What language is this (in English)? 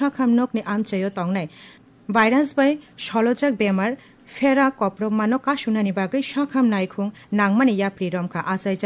Kok Borok